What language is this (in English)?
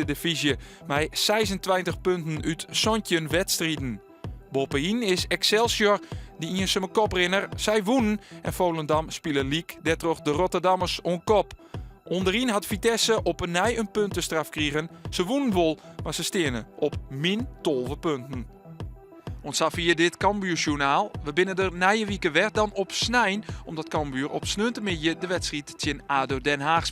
Western Frisian